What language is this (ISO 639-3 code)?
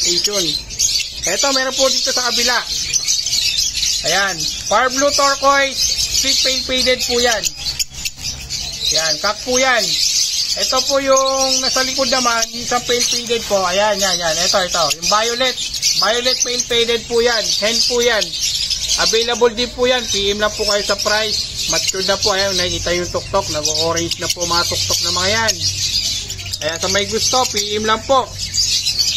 fil